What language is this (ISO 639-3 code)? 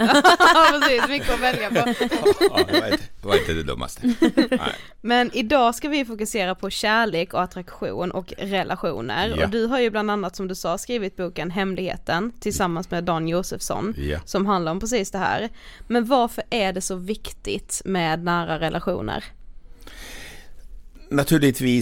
swe